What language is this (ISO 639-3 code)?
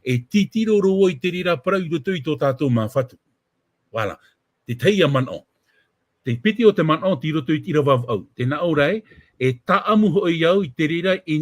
tah